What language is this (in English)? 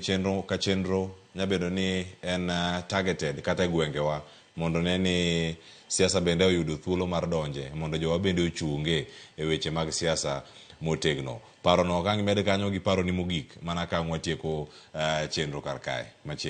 Luo (Kenya and Tanzania)